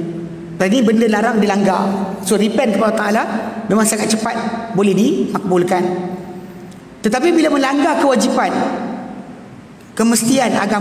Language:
Malay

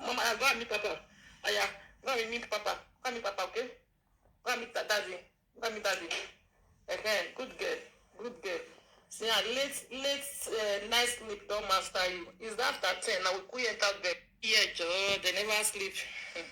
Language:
Nigerian Pidgin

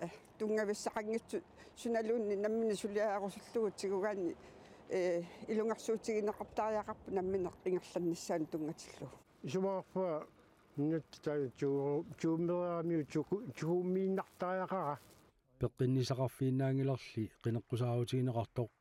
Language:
Kalaallisut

